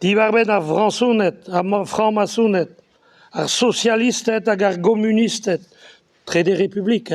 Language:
Breton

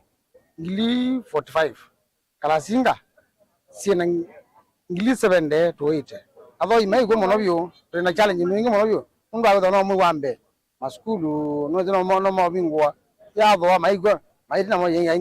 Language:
Kamba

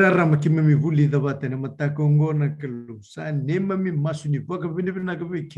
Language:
Fijian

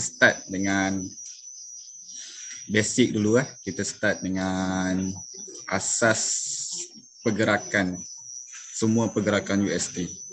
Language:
Malay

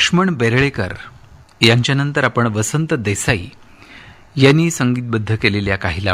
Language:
Marathi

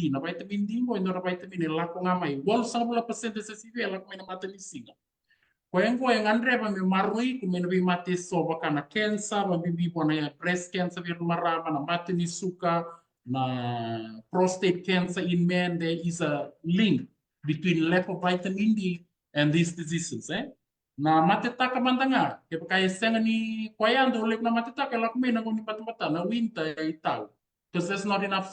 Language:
Fijian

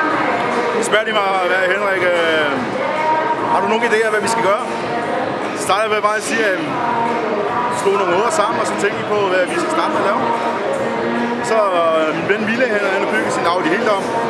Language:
Danish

